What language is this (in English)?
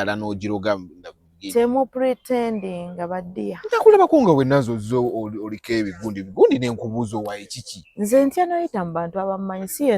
Ganda